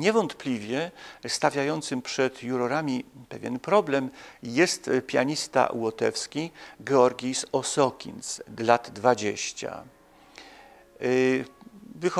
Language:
Polish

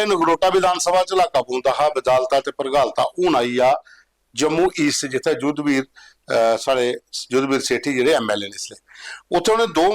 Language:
Dogri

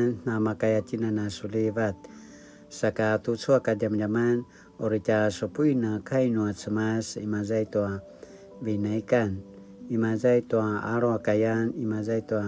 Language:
Paiwan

